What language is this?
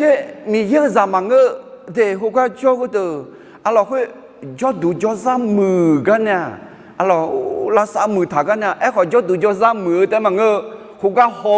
Akha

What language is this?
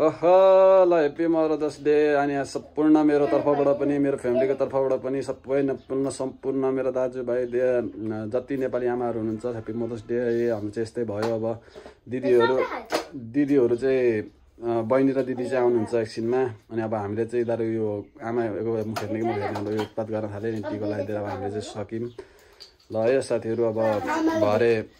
Nepali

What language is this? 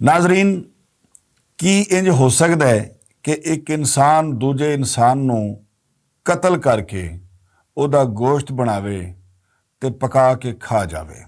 Western Panjabi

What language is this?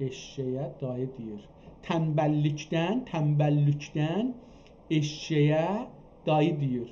South Azerbaijani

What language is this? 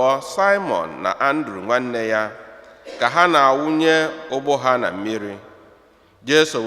Igbo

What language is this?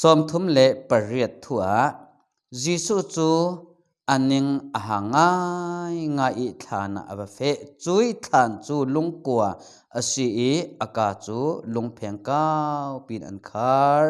Falam Chin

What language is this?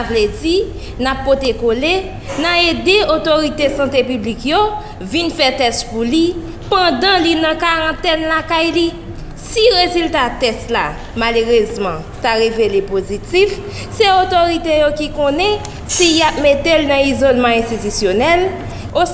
Haitian Creole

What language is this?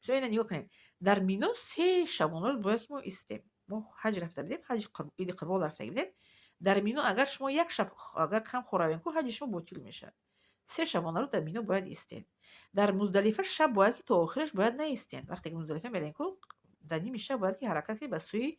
Tajik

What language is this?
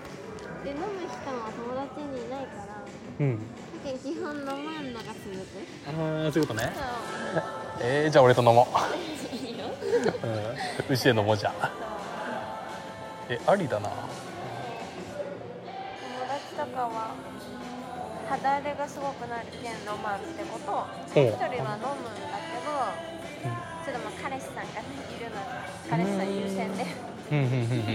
Japanese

